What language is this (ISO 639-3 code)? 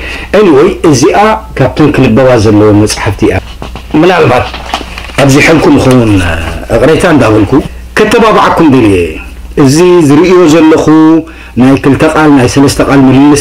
tir